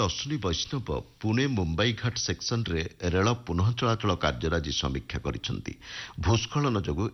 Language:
Odia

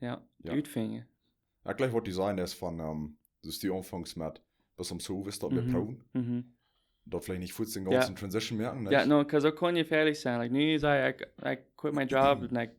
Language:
Plautdietsch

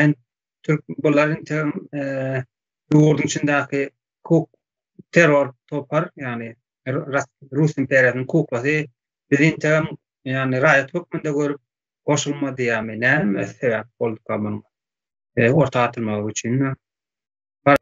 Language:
Turkmen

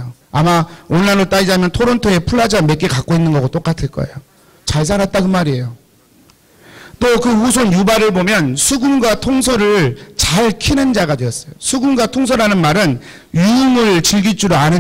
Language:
Korean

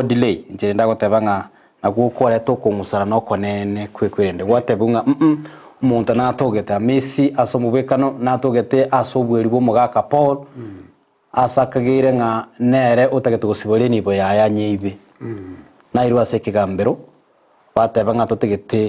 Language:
Gusii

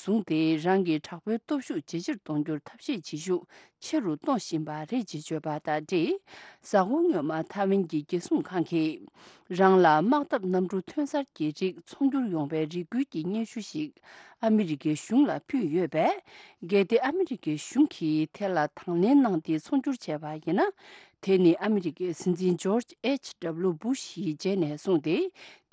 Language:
Tibetan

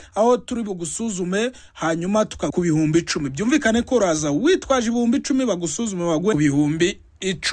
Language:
Kinyarwanda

